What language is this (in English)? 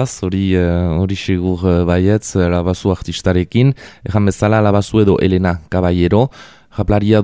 Basque